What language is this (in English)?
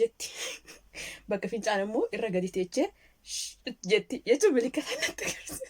Oromo